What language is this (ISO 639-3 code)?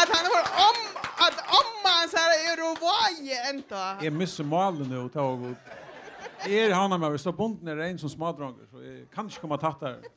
fao